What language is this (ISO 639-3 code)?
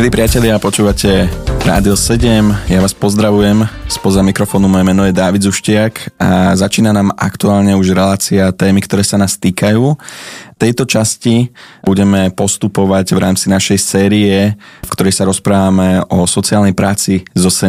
slk